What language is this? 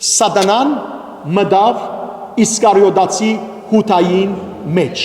Western Armenian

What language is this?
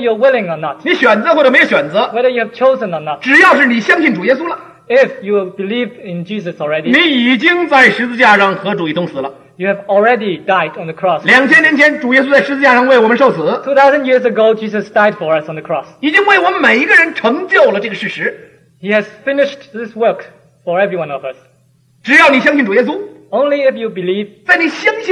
Chinese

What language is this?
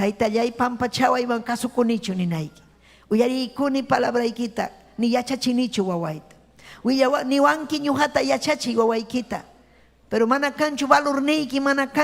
Ayacucho Quechua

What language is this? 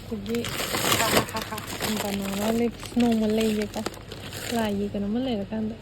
Manipuri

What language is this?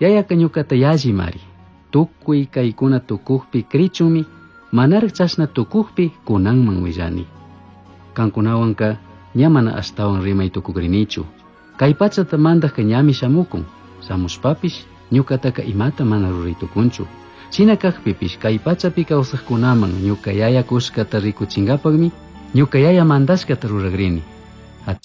Chimborazo Highland Quichua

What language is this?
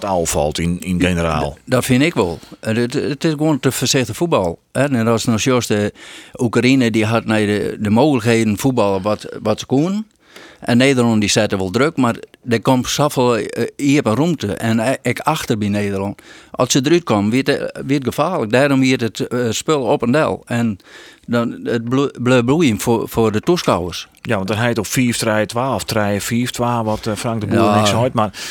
Western Frisian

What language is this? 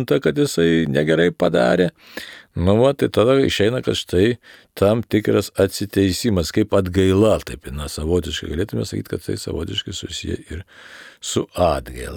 Lithuanian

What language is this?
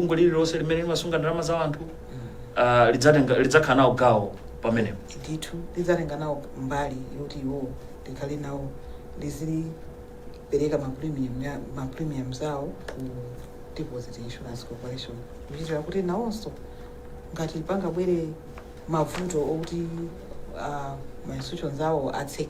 Nyanja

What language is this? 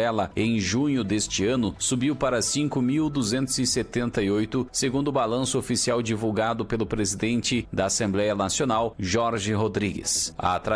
Portuguese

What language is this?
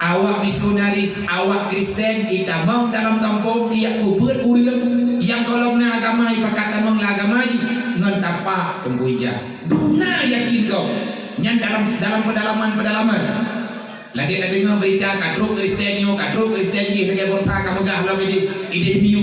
Achinese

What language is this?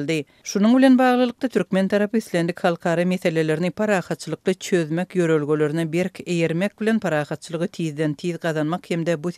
Turkmen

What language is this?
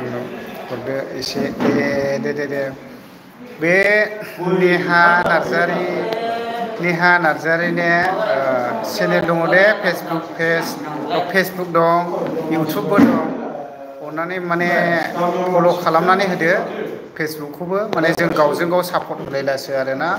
Bodo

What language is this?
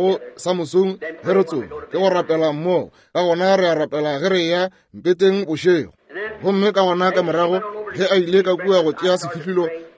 Northern Sotho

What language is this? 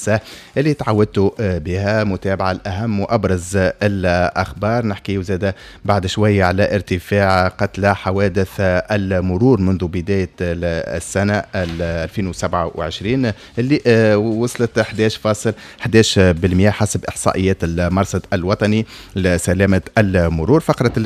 Tunisian Arabic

